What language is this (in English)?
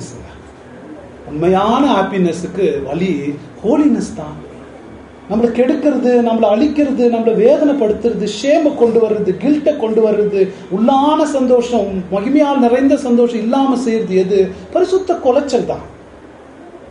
Tamil